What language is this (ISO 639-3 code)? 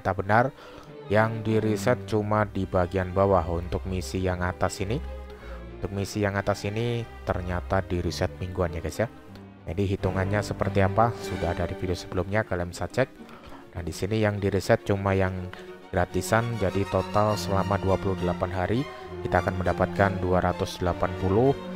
ind